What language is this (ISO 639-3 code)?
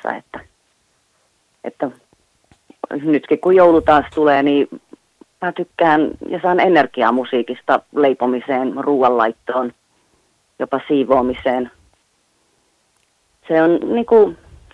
fin